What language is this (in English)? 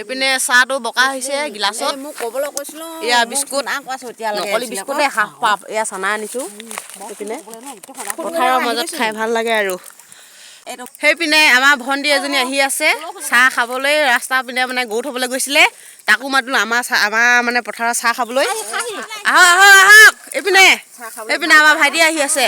Assamese